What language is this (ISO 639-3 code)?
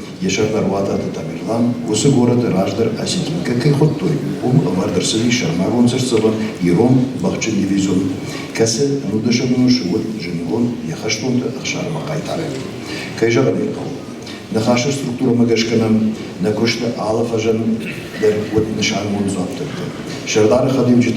oss